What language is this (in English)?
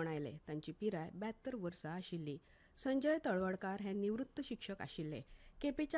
Konkani